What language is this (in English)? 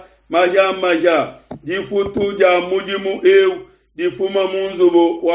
Luba-Lulua